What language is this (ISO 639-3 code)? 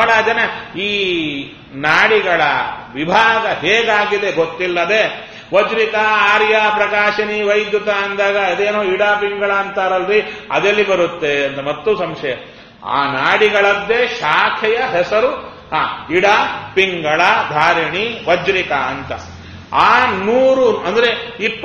kan